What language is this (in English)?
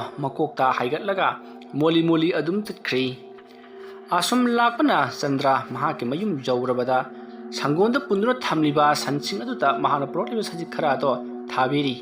Manipuri